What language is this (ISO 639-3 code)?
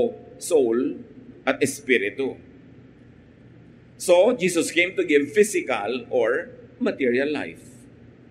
fil